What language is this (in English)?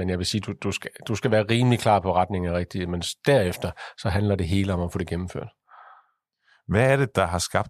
Danish